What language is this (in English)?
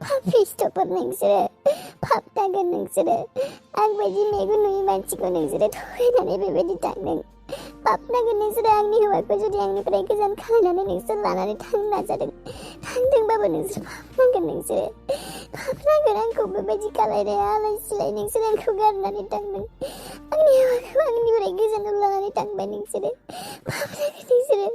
Bodo